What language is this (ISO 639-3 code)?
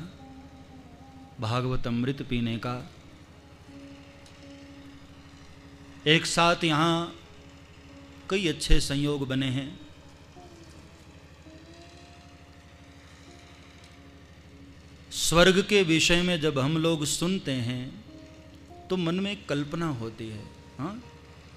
hin